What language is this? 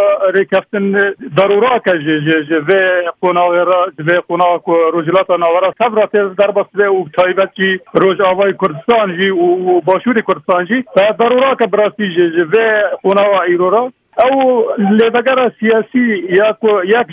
Kurdish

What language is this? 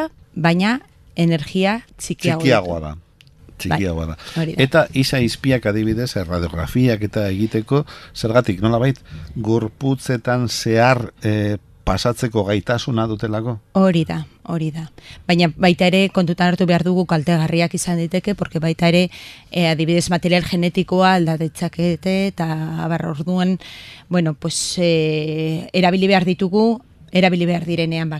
Basque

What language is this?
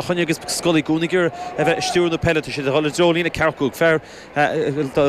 Irish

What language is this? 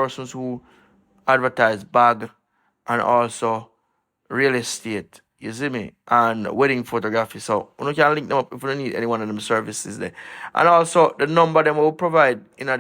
Jamaican Creole English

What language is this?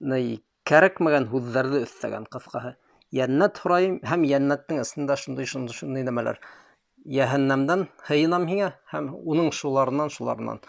Bashkir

